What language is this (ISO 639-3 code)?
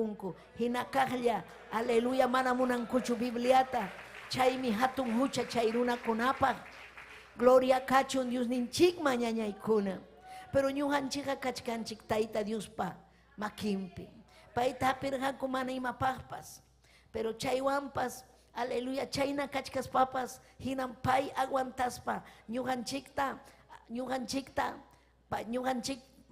quy